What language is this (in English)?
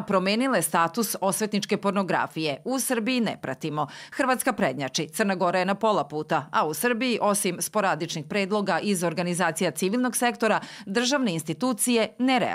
Serbian